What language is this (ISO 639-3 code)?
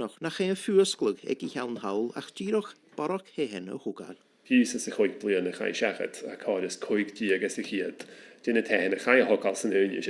gla